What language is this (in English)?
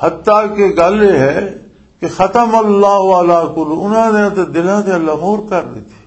Western Panjabi